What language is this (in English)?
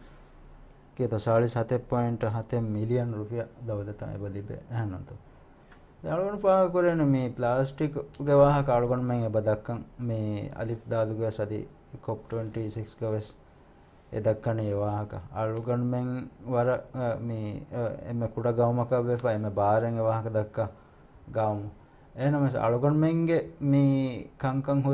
Divehi